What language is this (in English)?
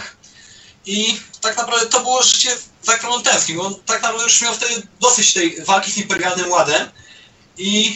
Polish